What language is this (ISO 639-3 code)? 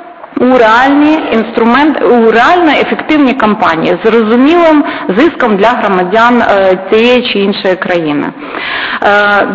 ukr